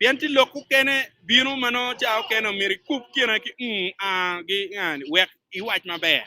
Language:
Acoli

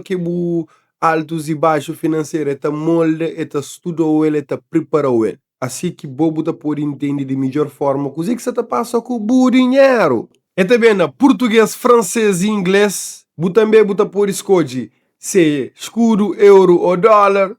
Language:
Kabuverdianu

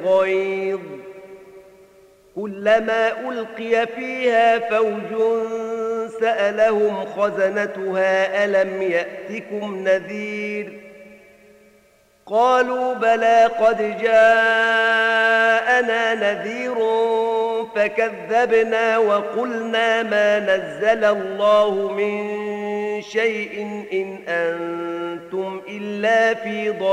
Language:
Arabic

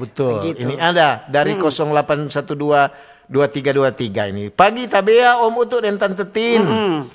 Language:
Manado Malay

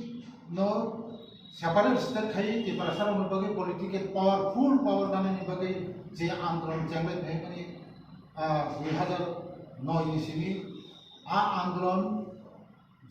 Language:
Kok Borok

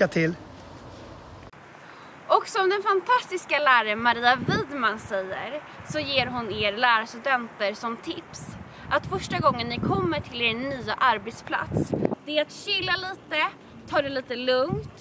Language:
Swedish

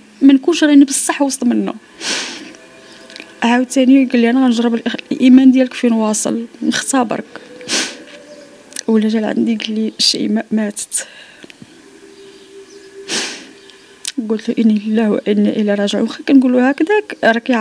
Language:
Moroccan Arabic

